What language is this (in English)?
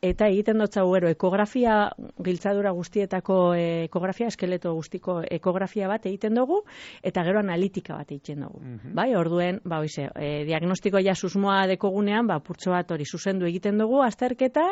Basque